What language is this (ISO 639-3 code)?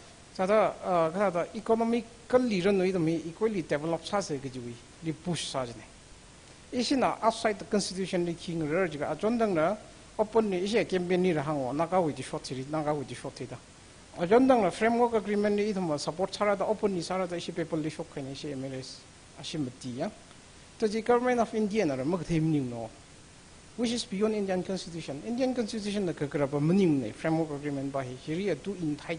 nmf